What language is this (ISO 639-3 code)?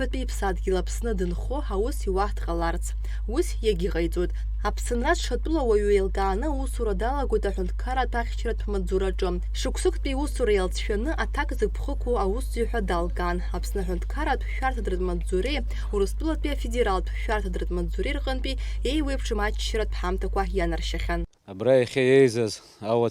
abk